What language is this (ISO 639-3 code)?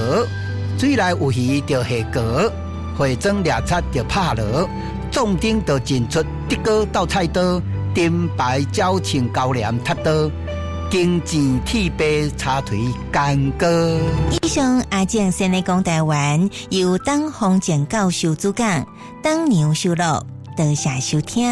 nan